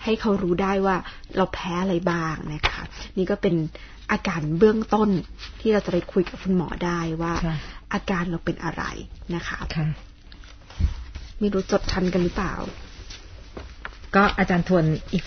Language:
Thai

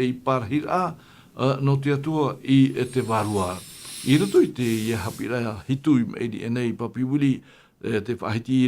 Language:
Tahitian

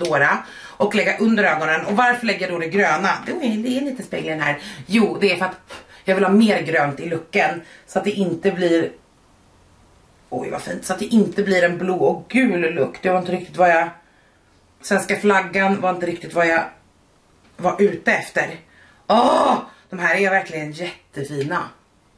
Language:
Swedish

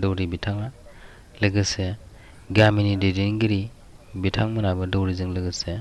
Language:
Bodo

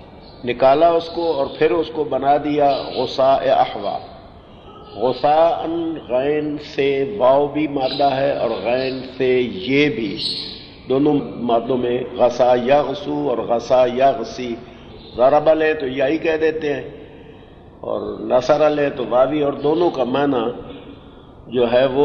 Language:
Urdu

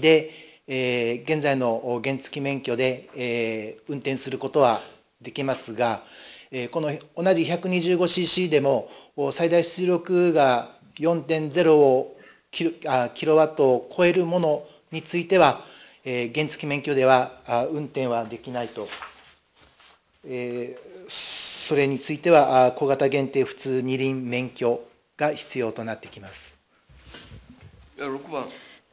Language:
Japanese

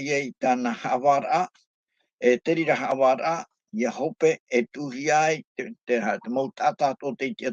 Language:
Tahitian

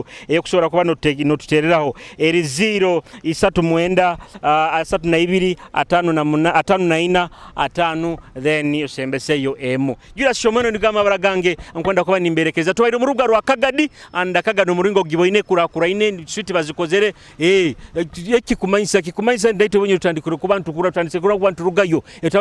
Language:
Nyoro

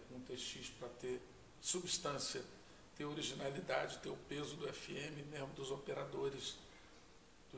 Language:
Portuguese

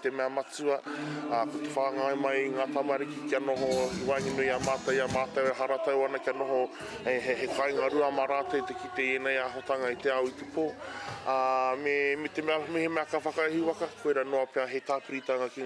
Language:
Māori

